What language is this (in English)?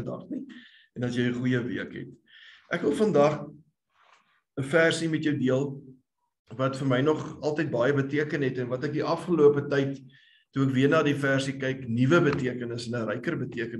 Afrikaans